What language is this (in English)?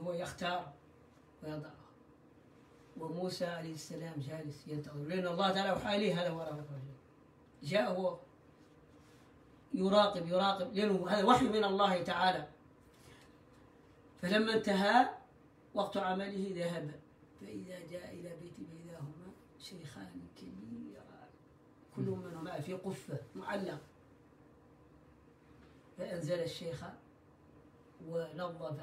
Arabic